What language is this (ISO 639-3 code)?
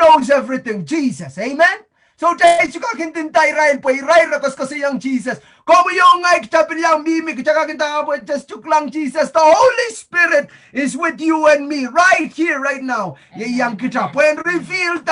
pon